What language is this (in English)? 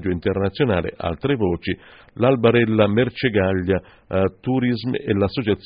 Italian